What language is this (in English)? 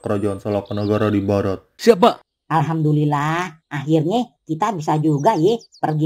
Betawi